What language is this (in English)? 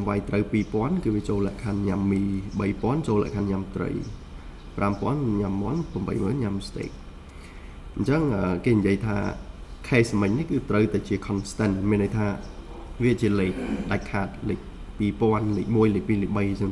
Khmer